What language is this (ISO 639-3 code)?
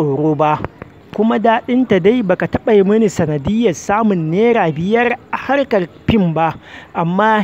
hau